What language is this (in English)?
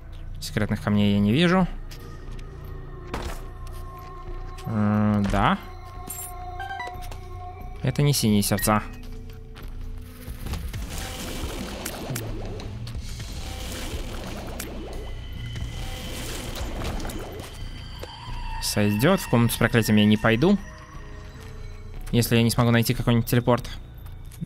Russian